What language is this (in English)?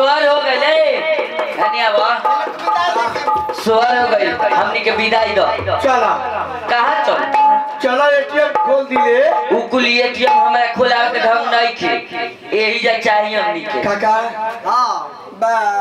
Bhojpuri